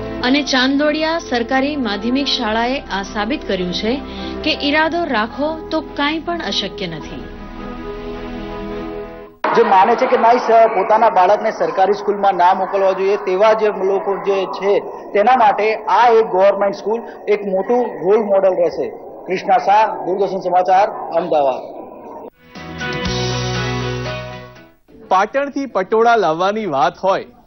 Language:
Gujarati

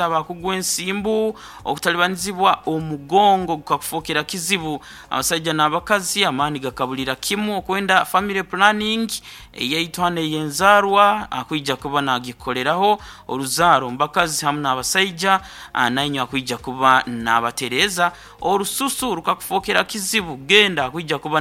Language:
Nyankole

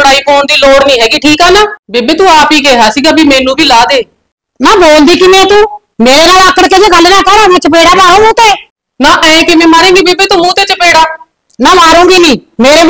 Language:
Punjabi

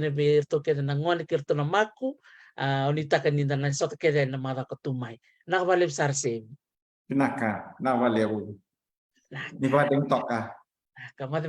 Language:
Fijian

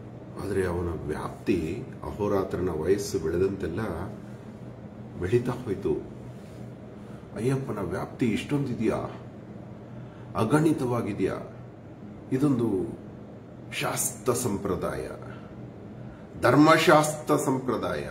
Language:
Kannada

